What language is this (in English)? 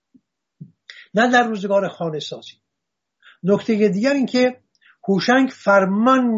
Persian